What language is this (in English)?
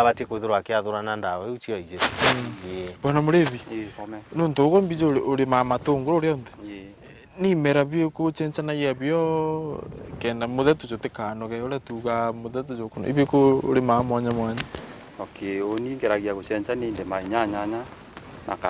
Meru